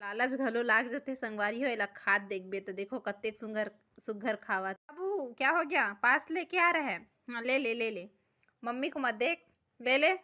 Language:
Chhattisgarhi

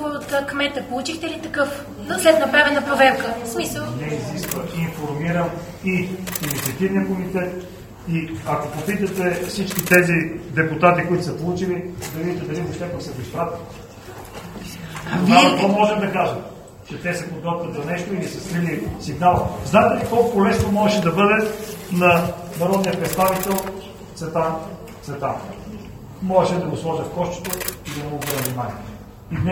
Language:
Bulgarian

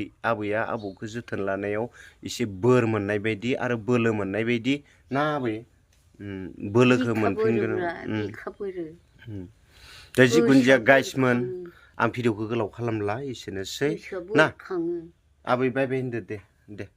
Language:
Bodo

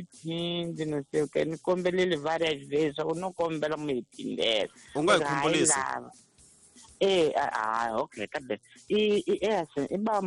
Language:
Tsonga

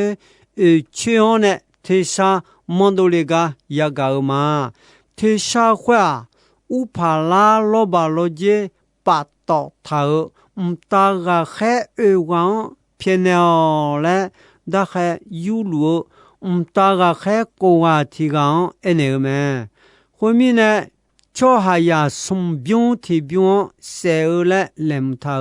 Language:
Akha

